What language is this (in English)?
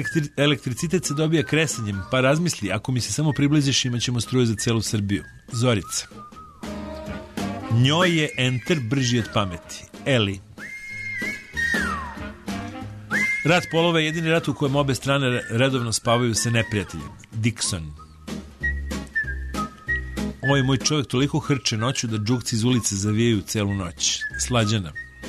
Serbian